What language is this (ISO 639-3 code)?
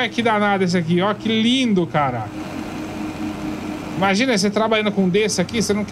por